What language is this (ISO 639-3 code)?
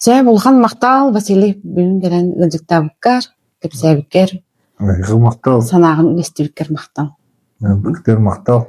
sah